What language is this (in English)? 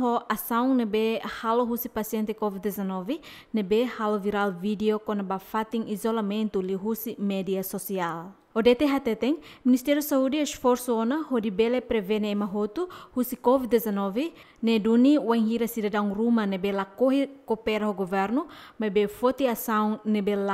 Tetum